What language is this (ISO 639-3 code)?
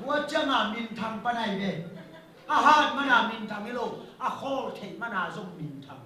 ctd